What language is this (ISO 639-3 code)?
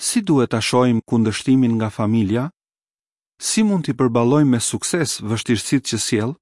sqi